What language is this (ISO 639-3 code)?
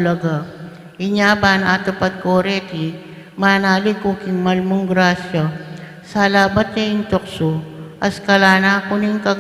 pam